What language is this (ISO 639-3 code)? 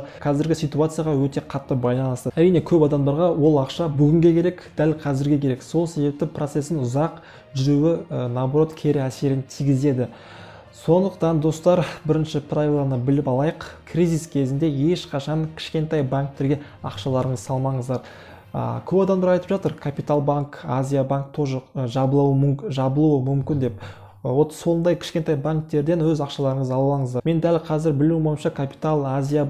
kaz